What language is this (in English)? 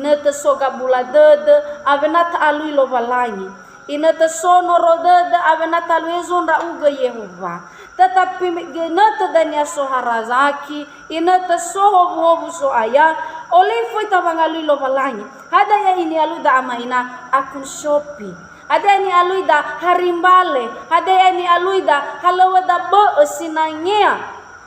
Nias